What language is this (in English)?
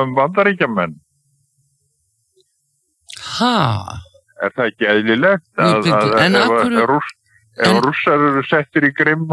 Icelandic